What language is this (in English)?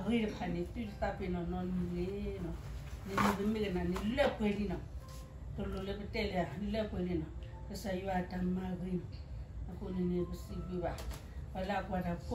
S'gaw Karen